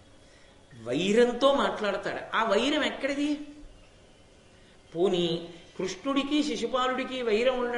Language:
Telugu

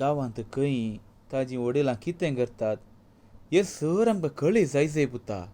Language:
Konkani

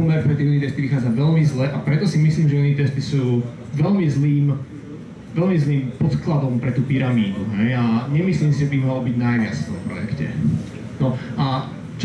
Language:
Slovak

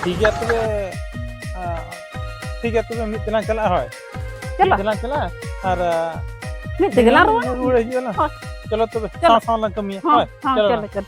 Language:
Santali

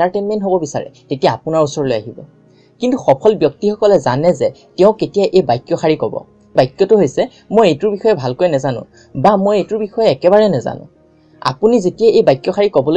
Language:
Assamese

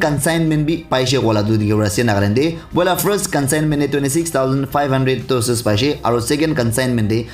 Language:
Naga Pidgin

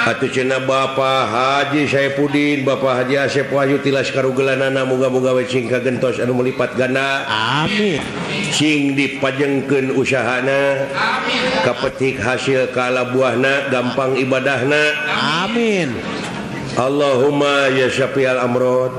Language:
Sundanese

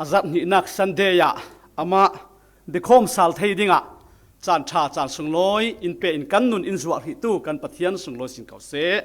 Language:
Falam Chin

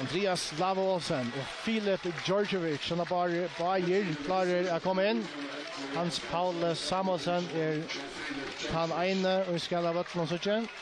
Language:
Faroese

